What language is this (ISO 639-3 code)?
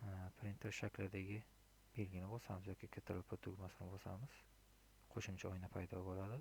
uzb